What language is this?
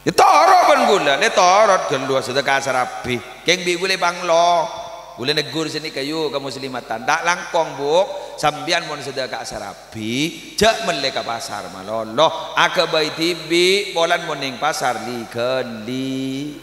Madurese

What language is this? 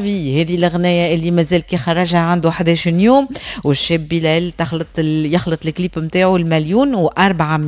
Tunisian Arabic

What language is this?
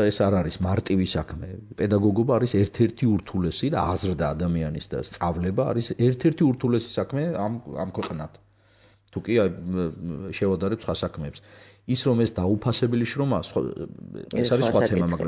Georgian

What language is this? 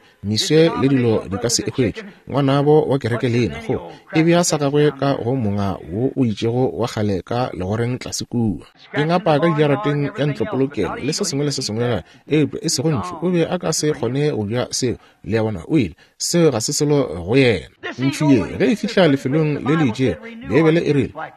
Northern Sotho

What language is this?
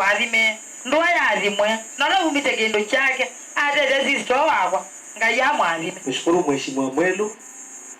Kamba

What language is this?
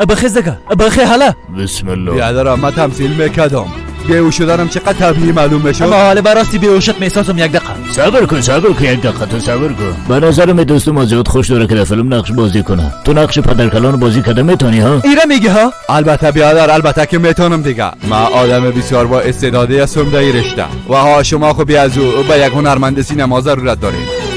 Persian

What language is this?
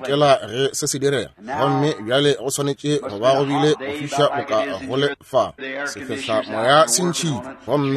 Northern Sotho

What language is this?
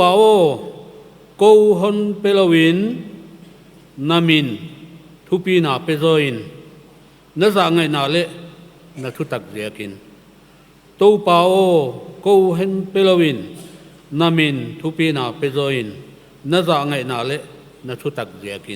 Paite Chin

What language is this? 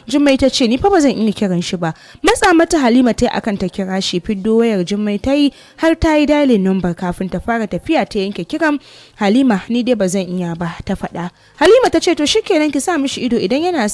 Hausa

